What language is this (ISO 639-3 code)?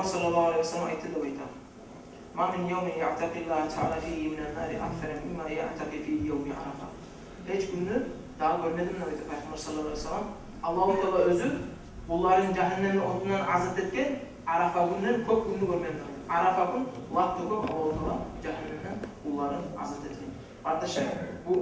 kum